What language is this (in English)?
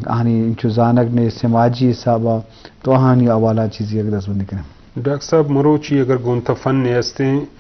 Eastern Balochi